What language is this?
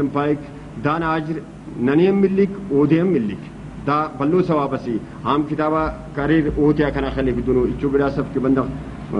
Brahui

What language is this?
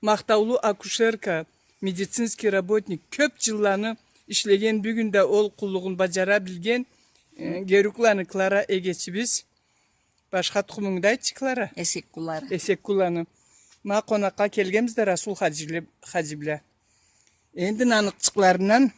Karachay-Balkar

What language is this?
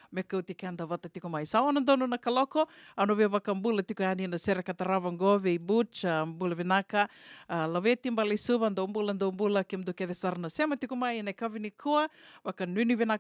Fijian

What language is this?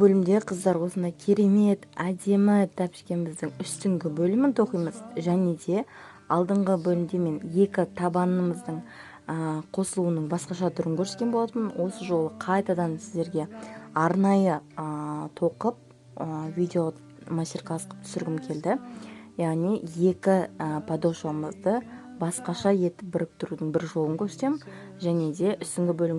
Kazakh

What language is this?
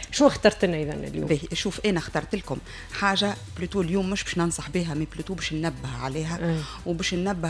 Tunisian Arabic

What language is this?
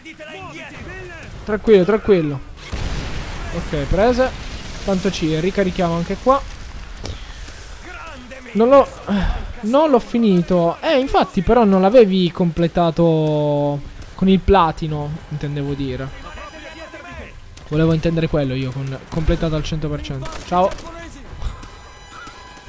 Italian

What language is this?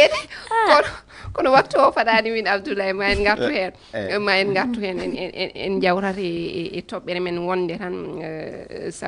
Fula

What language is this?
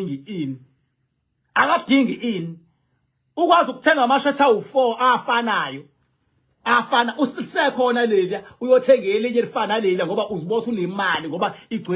Zulu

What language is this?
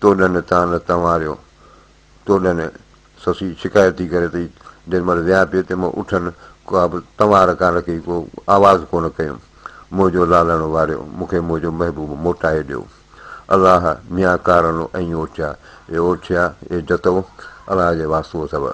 Sindhi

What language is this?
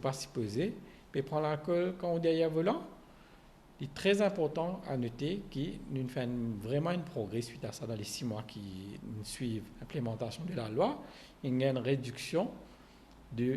Morisyen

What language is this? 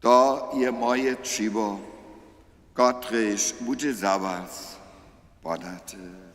Upper Sorbian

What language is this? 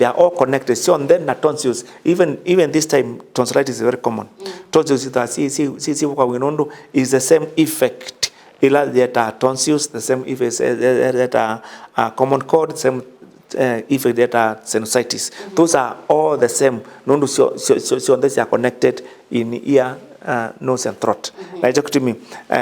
Kamba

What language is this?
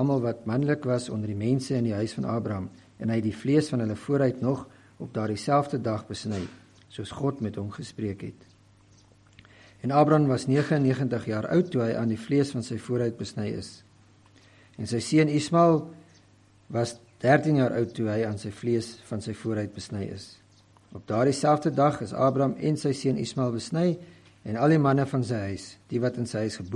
Afrikaans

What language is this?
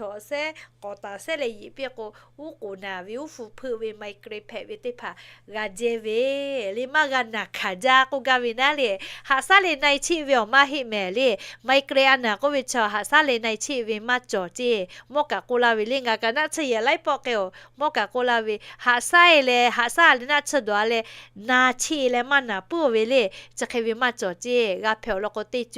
Lahu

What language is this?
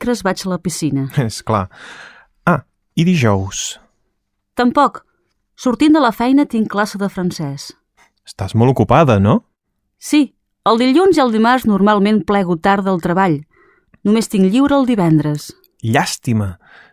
Catalan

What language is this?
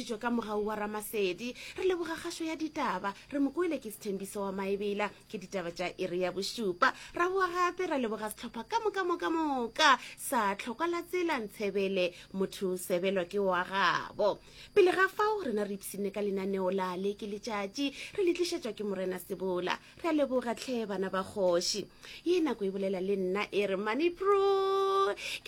Northern Sotho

